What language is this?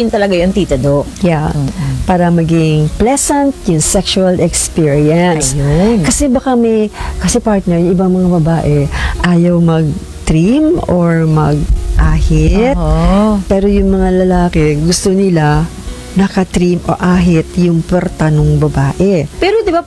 Filipino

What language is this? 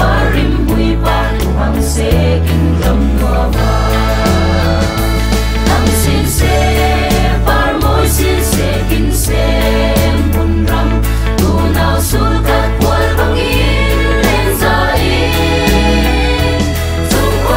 Falam Chin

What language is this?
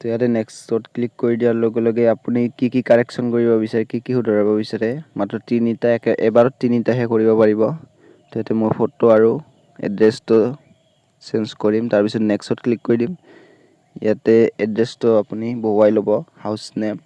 Assamese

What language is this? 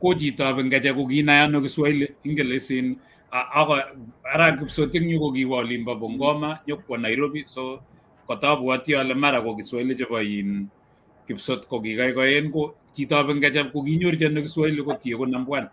Kalenjin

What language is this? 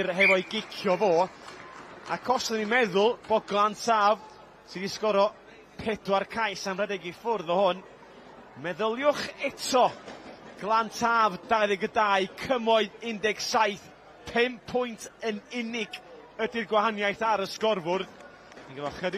Welsh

